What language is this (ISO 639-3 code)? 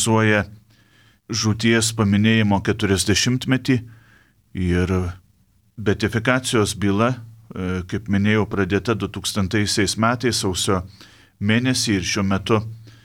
lit